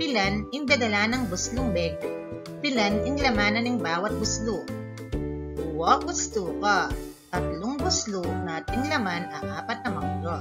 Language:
Pampanga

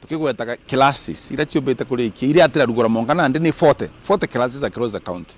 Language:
Meru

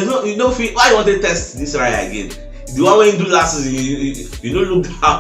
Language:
Nigerian Pidgin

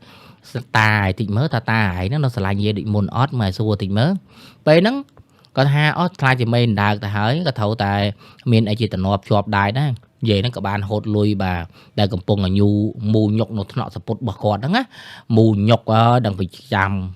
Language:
Khmer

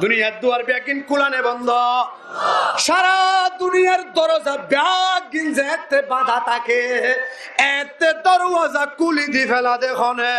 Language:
Rohingya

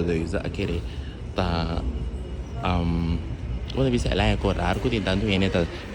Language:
Papiamento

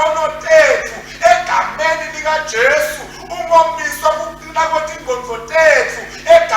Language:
Swati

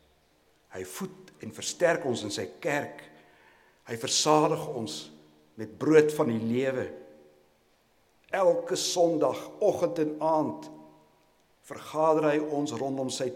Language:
Afrikaans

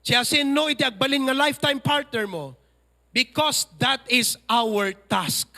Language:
Iloko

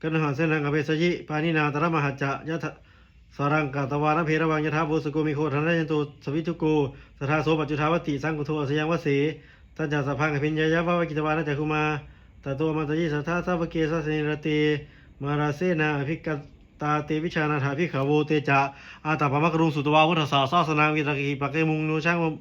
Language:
Pali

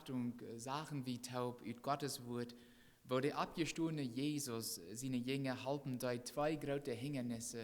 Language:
Plautdietsch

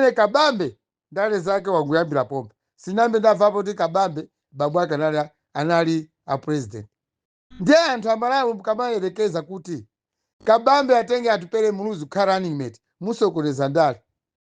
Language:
Nyanja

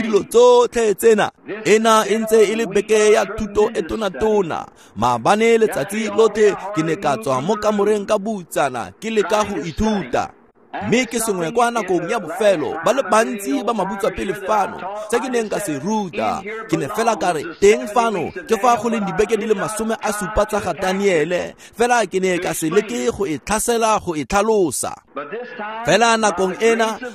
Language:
Tswana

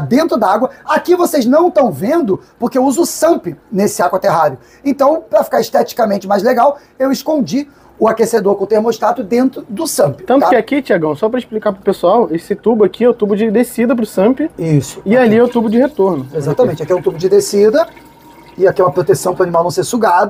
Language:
Portuguese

